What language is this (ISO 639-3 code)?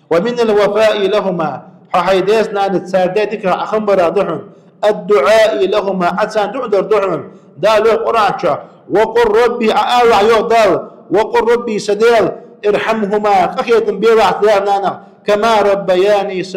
inh